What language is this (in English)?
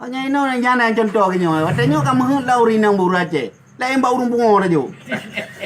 Achinese